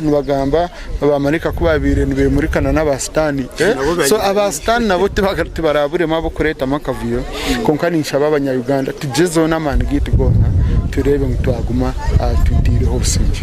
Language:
Nyankole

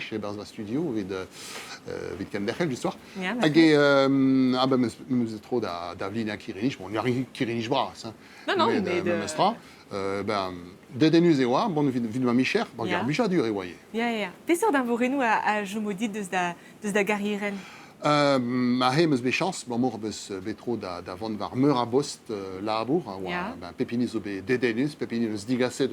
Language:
Breton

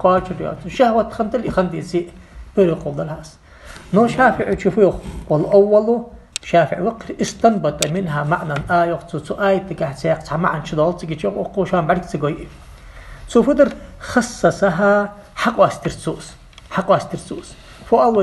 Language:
Ingush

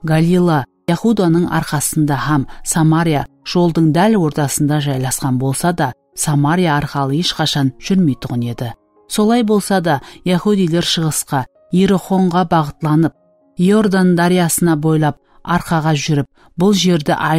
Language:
Kara-Kalpak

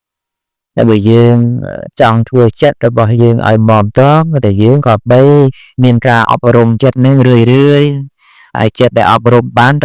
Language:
Khmer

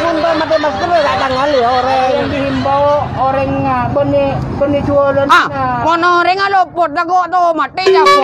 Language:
Madurese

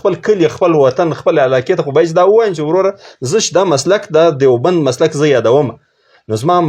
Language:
Pashto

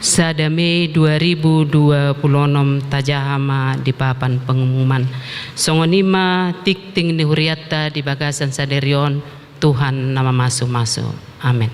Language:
Batak Toba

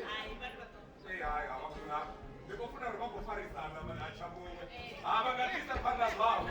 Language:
Venda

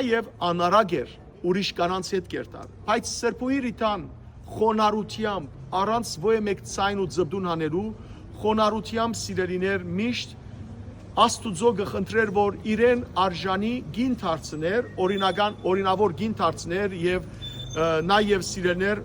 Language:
Western Armenian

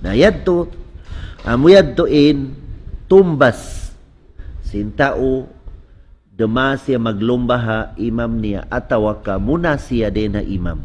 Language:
Tausug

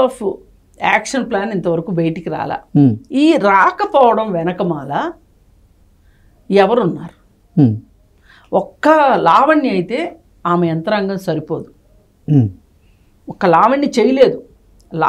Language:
Telugu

